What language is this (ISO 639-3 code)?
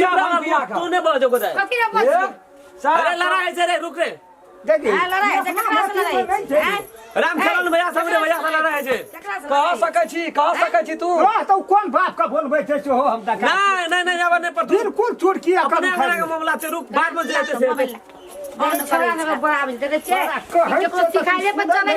mai